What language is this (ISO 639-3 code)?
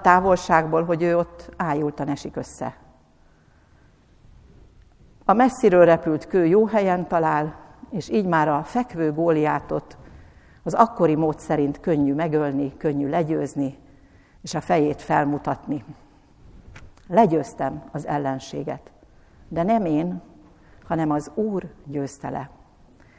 hun